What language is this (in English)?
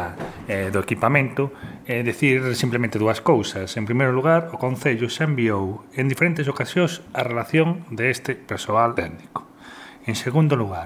Galician